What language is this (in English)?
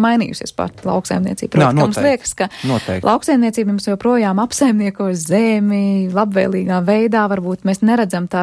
Latvian